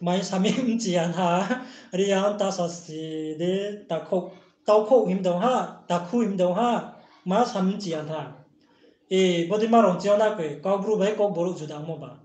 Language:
Riang (India)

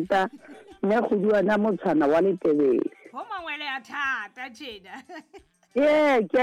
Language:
Southern Sotho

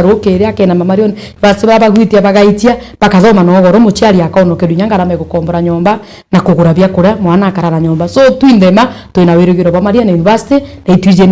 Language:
Meru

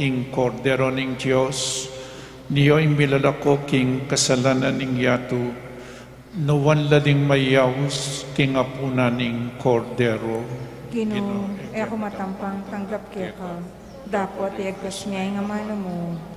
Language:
Pampanga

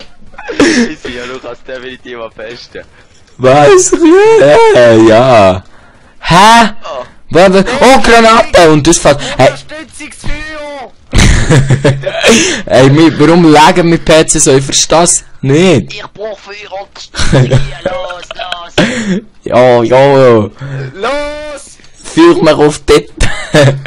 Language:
Swiss German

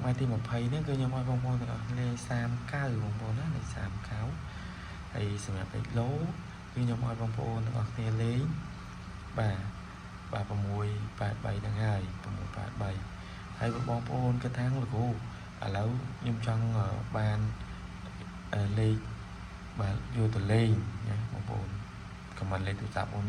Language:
Khmer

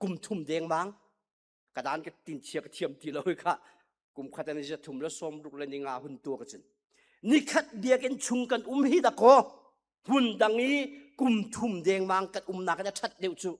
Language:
Hakha Chin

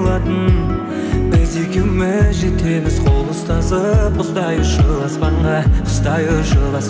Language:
Kara-Kalpak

